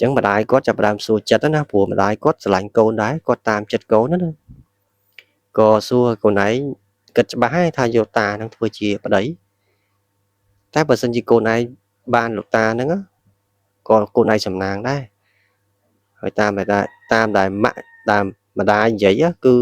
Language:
Khmer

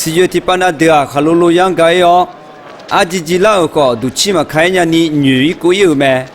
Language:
Akha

